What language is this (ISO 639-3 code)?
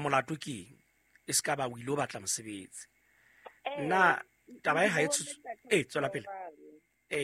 sot